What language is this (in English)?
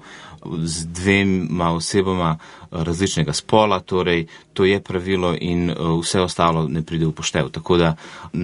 Slovenian